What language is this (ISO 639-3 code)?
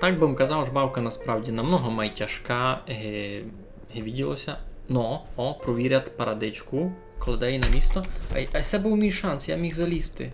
rue